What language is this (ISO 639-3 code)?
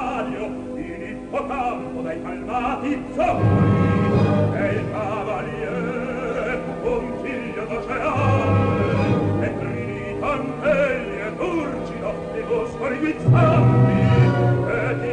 ita